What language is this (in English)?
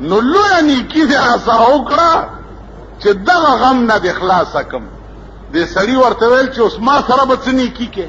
Pashto